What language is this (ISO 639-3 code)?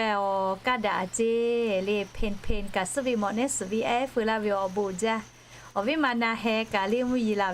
lhu